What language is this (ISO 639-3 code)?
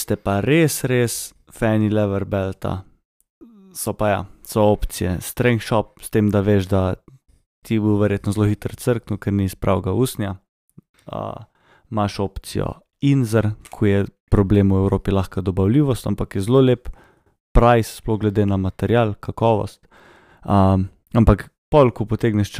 slv